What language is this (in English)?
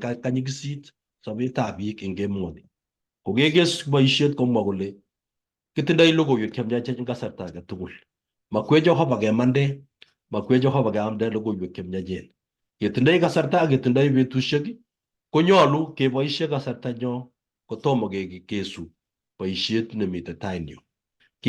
Kalenjin